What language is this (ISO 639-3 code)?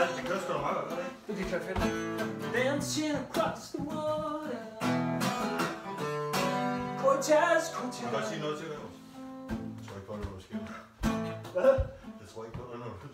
dan